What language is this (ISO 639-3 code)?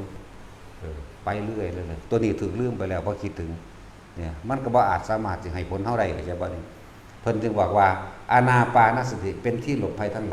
tts